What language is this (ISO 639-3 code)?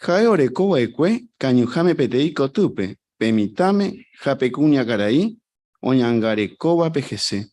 grn